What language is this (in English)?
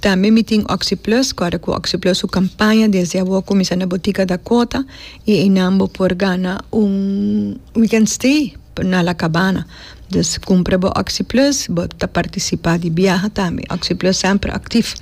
Papiamento